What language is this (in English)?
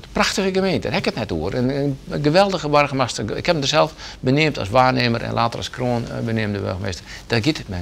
Western Frisian